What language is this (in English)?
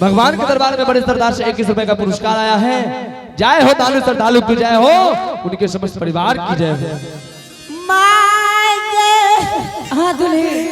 Angika